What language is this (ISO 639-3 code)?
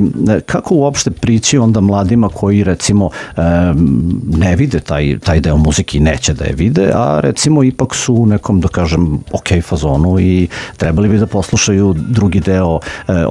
srp